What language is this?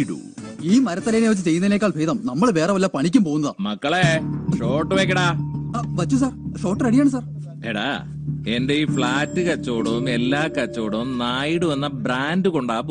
Malayalam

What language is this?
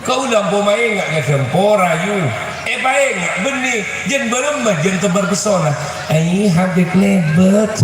Madurese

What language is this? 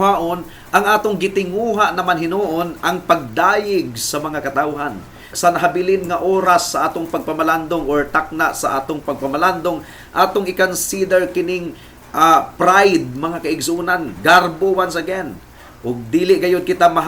Cebuano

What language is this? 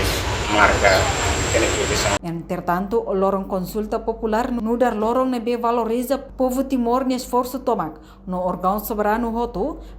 Tetum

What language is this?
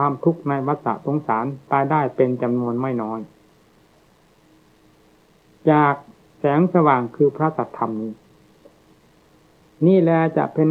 Thai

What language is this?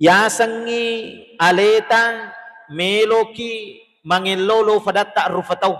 Buginese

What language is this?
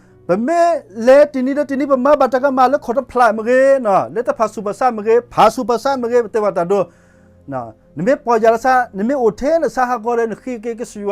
S'gaw Karen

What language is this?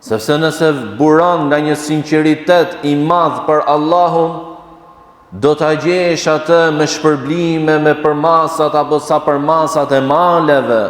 Albanian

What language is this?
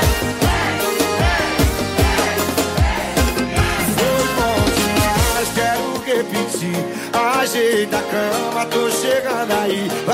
Portuguese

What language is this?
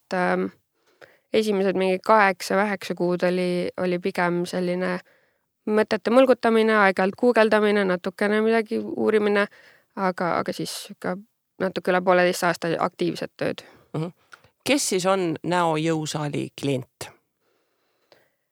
Estonian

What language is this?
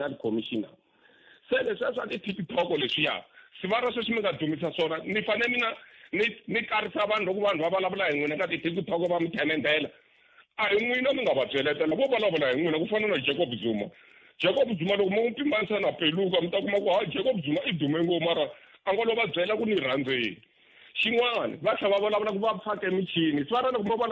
Tsonga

